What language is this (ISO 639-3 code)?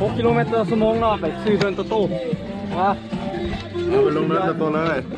lao